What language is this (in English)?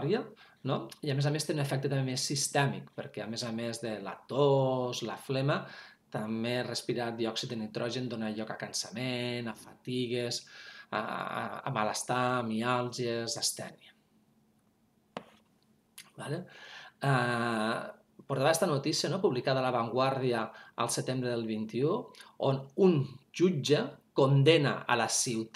Catalan